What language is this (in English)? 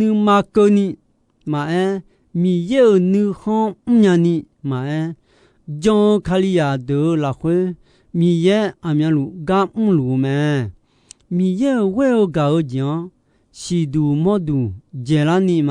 Akha